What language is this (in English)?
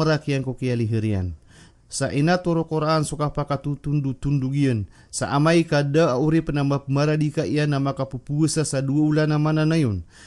Maranao